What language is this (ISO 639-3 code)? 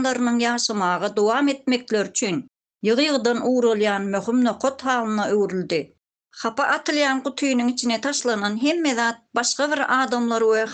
tuk